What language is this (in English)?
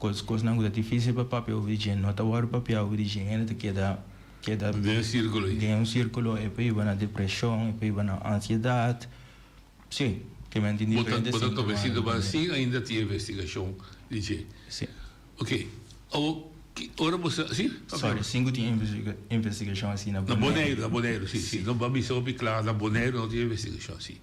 Papiamento